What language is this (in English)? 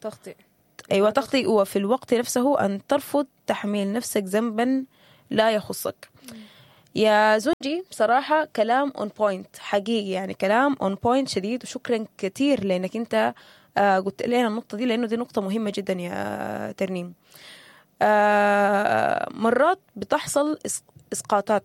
Sudanese Arabic